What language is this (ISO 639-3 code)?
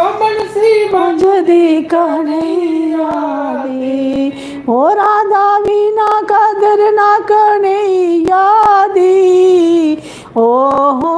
doi